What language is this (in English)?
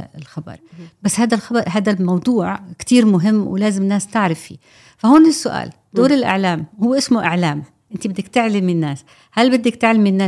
North Levantine Arabic